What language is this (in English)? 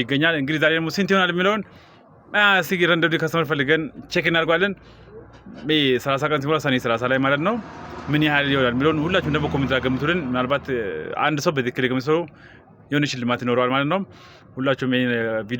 Amharic